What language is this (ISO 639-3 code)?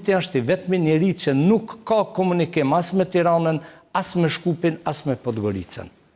sqi